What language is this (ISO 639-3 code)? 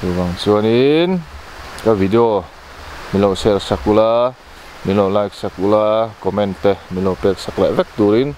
lus